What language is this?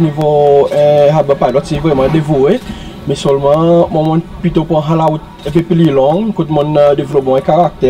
Seselwa Creole French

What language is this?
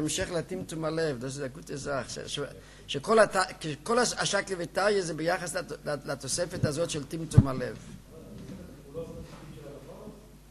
Hebrew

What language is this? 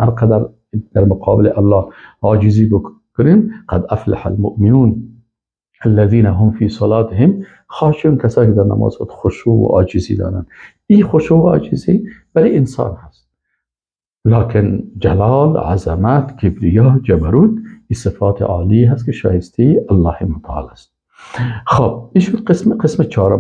Persian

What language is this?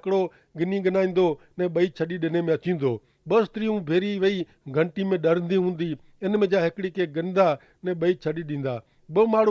Kachhi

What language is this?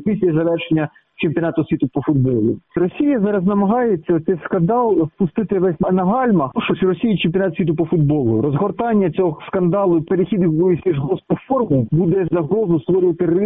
Ukrainian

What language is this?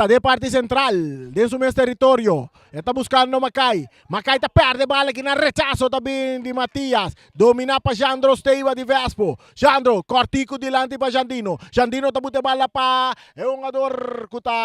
Papiamento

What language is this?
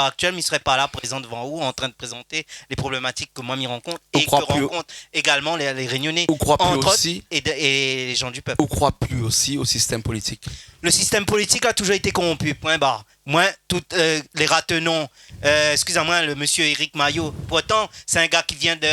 Réunion Creole French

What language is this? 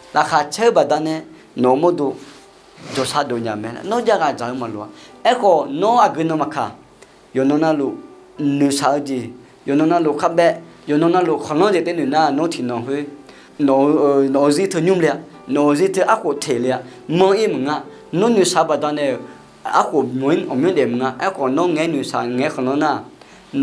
Akha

